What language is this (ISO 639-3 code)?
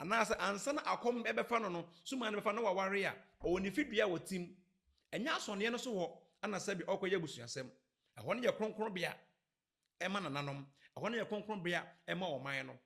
aka